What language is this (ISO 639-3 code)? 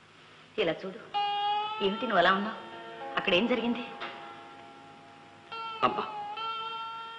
tel